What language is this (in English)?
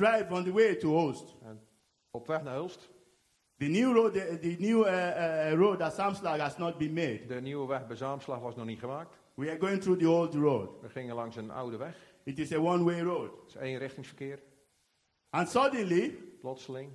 Dutch